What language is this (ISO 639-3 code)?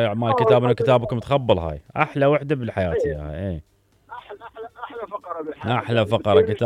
acm